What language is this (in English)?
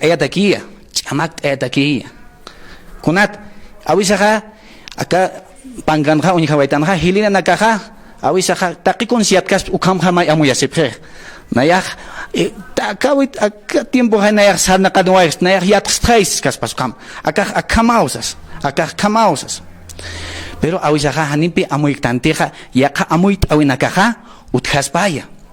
Aymara